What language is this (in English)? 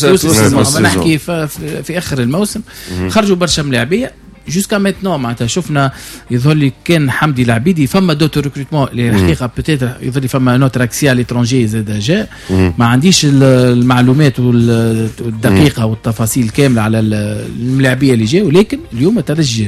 Tunisian Arabic